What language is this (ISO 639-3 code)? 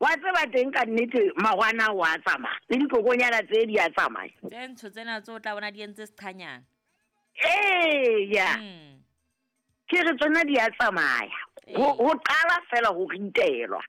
sot